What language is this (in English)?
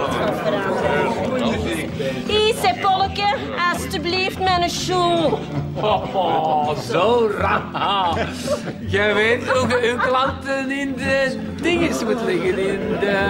Dutch